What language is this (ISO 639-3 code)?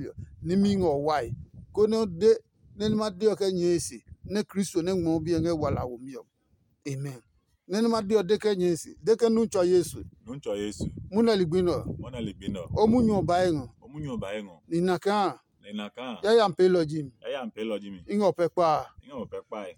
ada